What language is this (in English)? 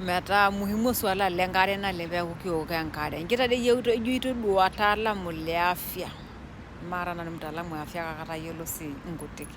Masai